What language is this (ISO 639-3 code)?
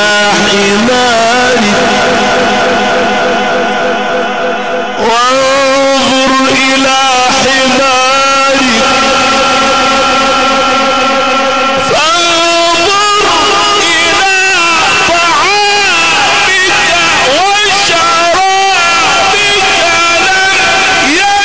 ara